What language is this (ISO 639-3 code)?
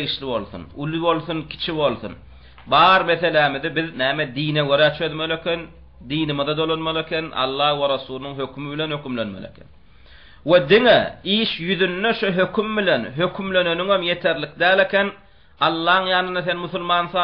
tuk